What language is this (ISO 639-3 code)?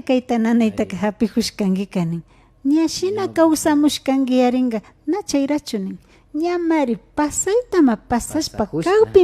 qvi